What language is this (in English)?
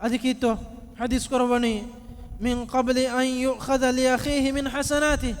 Divehi